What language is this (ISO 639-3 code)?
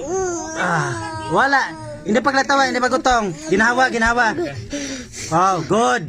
hil